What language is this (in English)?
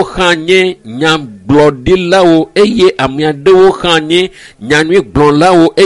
Ewe